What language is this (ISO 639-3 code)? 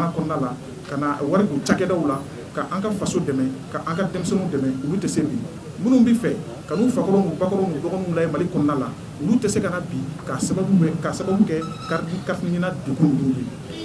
bam